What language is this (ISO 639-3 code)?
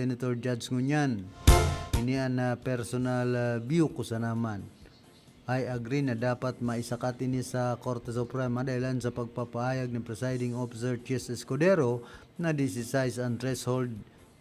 bik